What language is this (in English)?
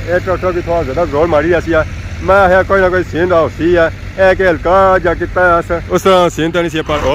Pahari-Potwari